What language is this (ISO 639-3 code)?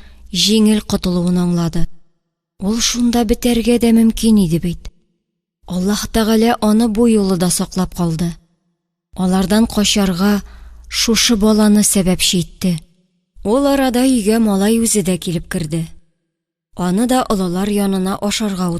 tat